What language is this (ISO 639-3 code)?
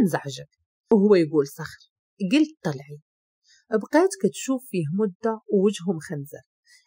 ary